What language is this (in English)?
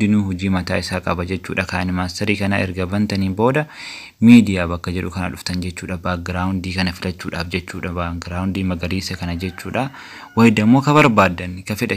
Oromo